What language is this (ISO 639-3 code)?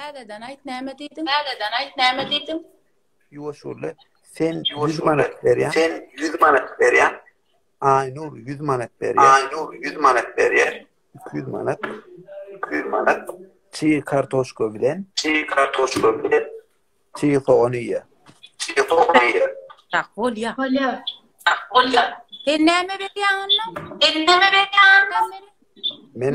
tuk